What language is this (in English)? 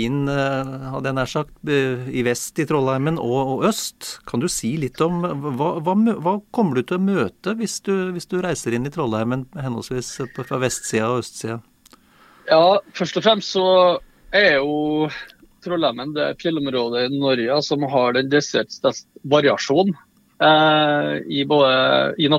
Norwegian